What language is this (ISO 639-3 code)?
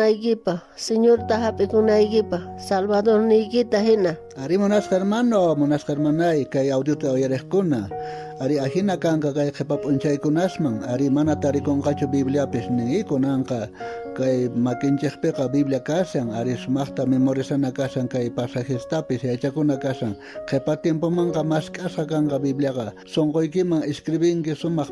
quh